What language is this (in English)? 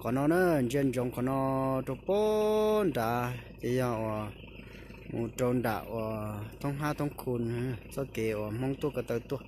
Hmong